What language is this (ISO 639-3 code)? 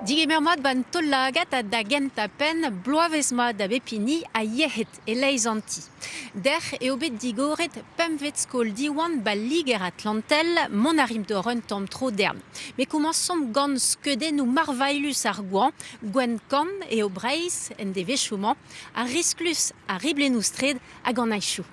bre